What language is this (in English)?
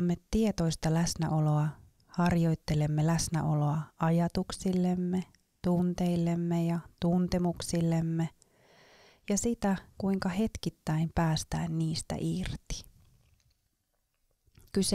Finnish